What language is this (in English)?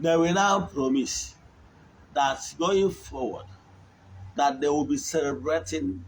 Igbo